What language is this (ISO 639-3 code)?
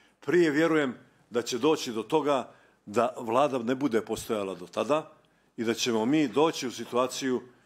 bos